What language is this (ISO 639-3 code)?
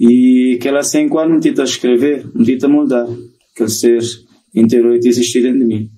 kea